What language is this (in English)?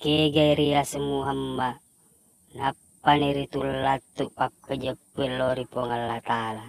Buginese